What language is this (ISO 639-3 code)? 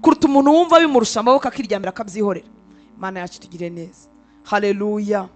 kin